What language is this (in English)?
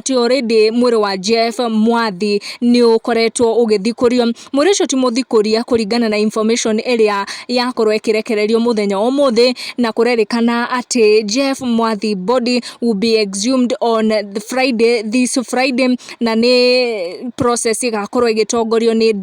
Kikuyu